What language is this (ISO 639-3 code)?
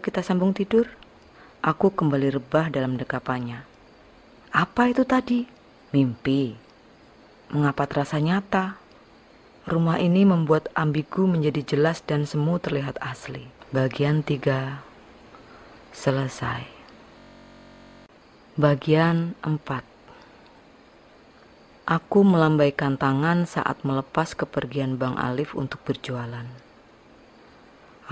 ind